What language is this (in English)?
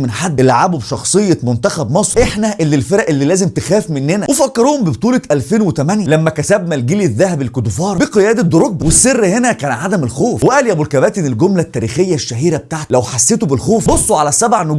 Egyptian Arabic